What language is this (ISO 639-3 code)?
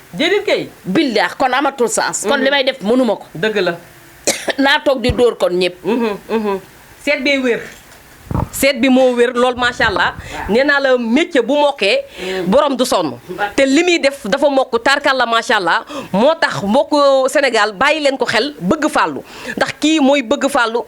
wol